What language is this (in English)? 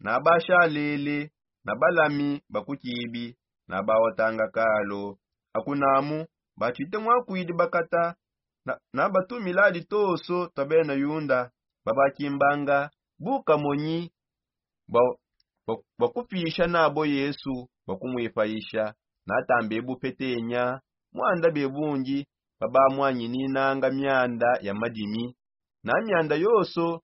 Songe